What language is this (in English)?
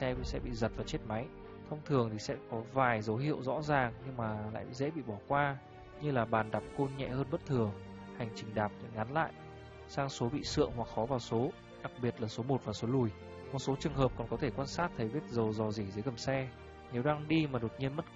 Vietnamese